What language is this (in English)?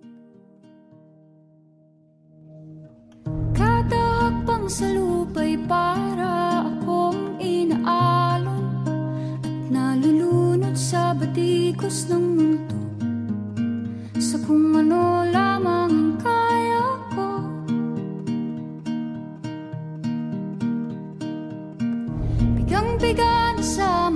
Filipino